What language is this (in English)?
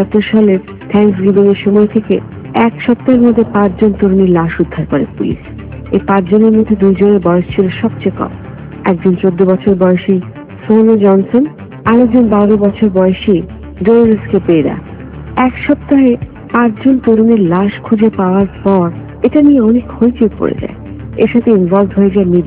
Bangla